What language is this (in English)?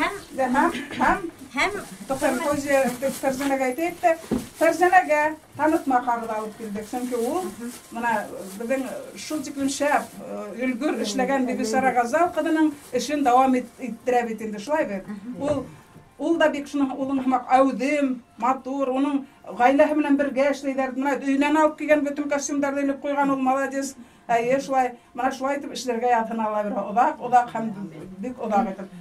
Bashkir